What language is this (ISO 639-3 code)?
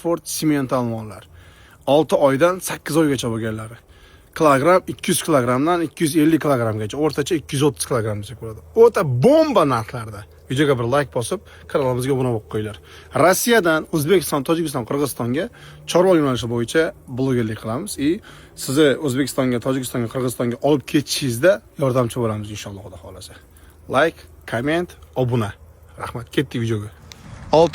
uzb